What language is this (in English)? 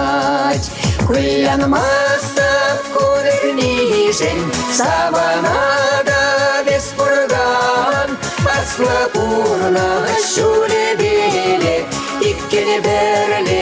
Chuvash